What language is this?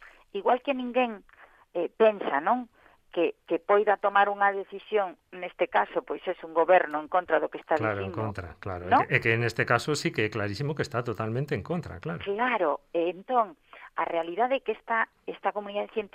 Galician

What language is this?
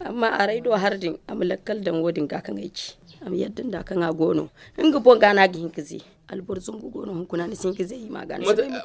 Zarma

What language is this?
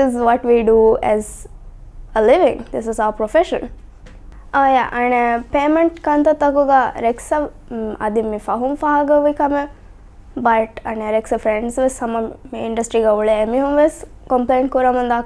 Divehi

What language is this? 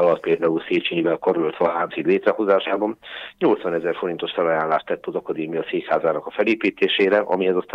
Hungarian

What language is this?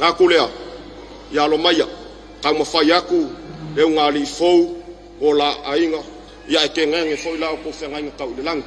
Samoan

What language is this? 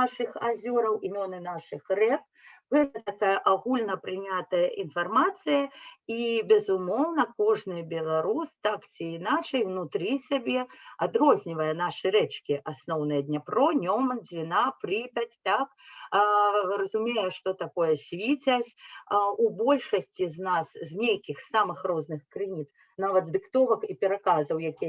Belarusian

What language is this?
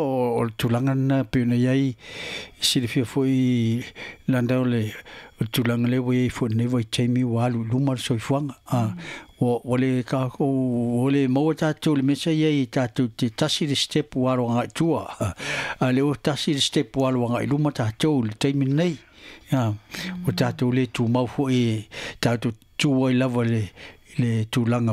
Samoan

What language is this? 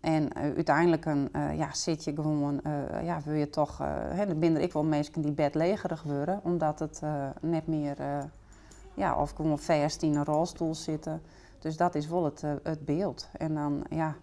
Western Frisian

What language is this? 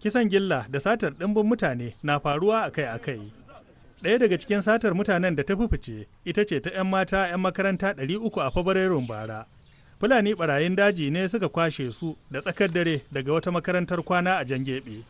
Hausa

